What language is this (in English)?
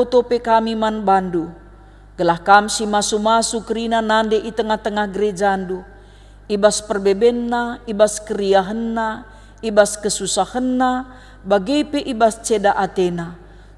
Batak Karo